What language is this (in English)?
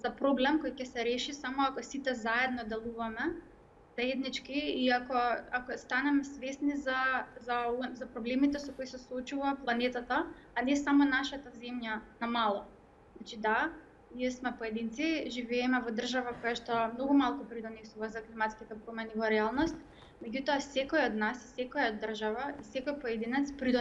Macedonian